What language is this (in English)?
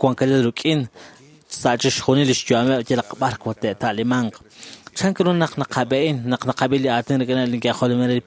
Kekchí